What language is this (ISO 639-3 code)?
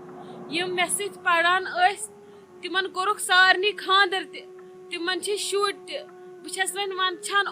kas